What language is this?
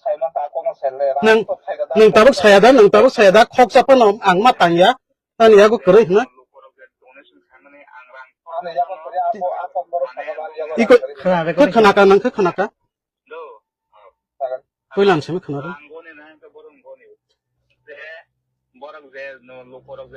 Kok Borok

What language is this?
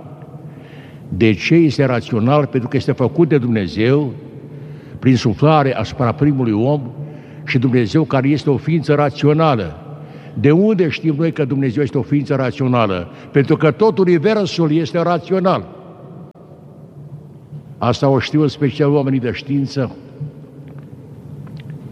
Romanian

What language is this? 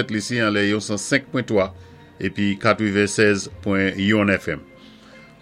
Saint Lucian Creole French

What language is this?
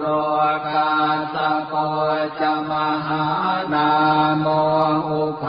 Pali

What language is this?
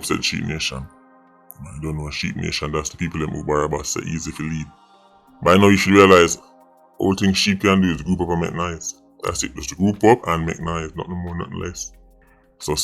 Jamaican Creole English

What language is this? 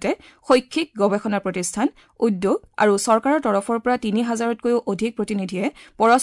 Assamese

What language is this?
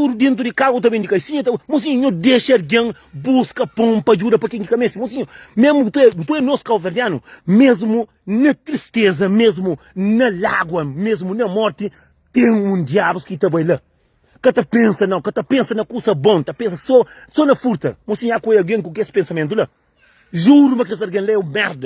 Kabuverdianu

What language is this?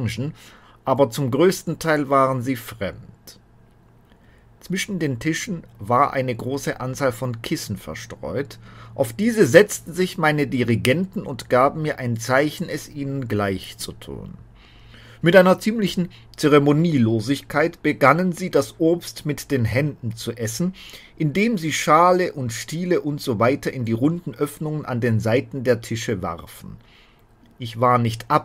German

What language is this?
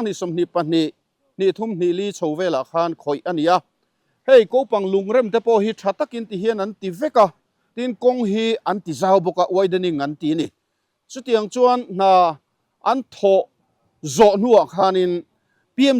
Mizo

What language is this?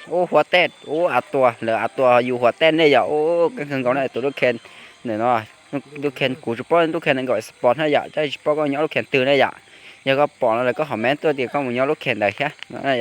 Hmong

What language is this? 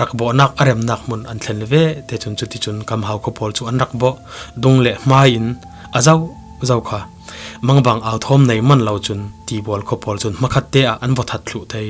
Falam Chin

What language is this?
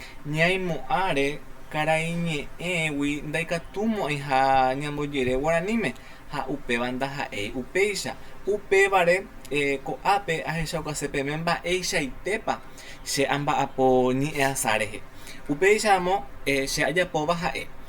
Guarani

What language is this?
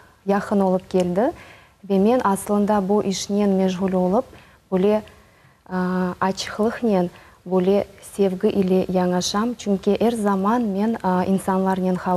Crimean Tatar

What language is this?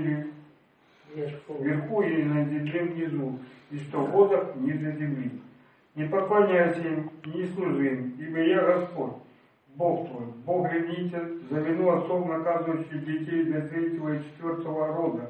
Russian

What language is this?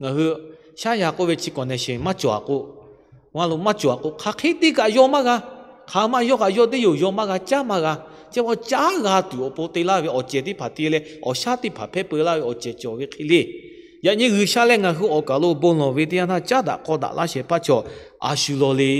Lahu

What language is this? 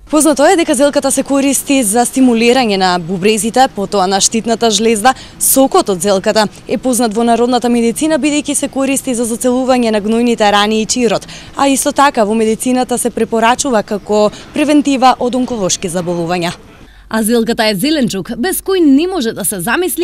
Macedonian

